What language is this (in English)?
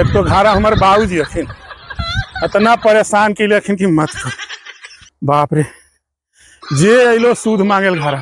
Magahi